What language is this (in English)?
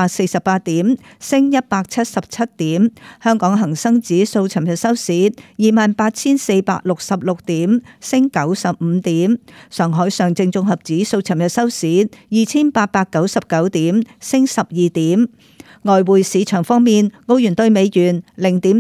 Cantonese